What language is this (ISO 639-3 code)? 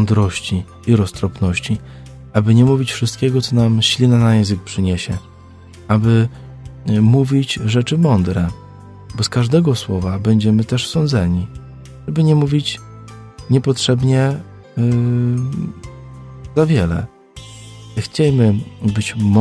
pol